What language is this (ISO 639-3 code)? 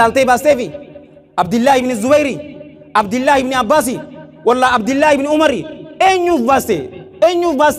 orm